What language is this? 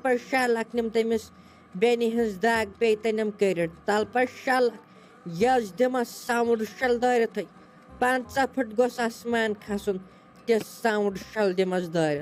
Kashmiri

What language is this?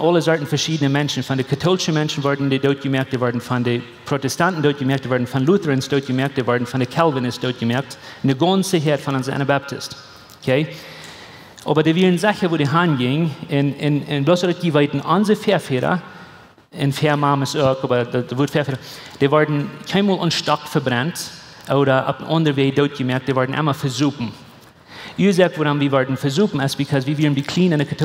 Plautdietsch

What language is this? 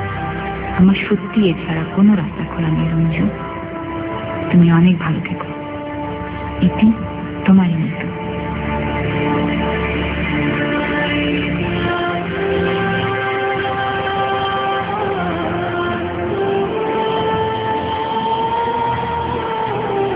Bangla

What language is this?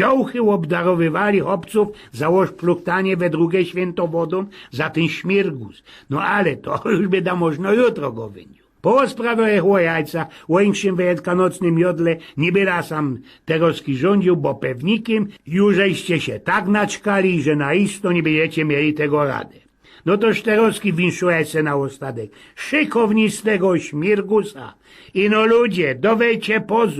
Silesian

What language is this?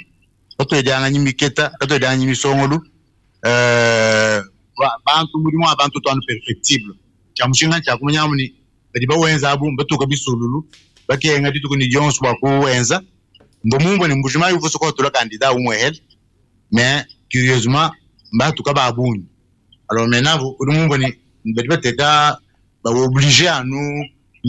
Luba-Lulua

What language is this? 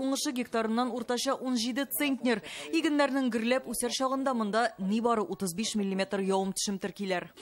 Tatar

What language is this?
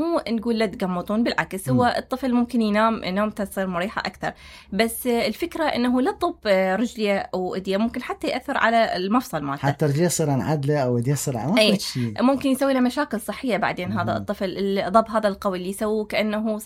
Mesopotamian Arabic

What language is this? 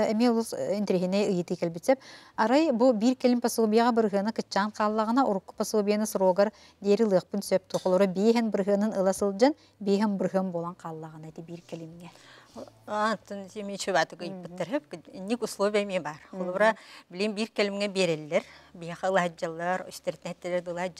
Yakut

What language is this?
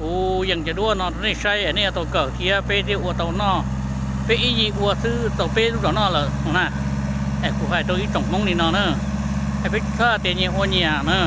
Hmong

